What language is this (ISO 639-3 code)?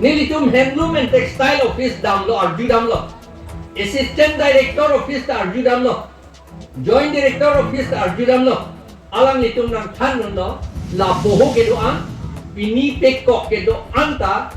mjw